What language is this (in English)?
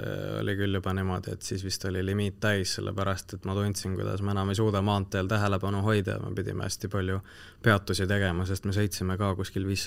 Estonian